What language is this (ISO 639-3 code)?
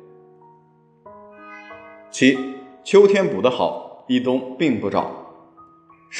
zho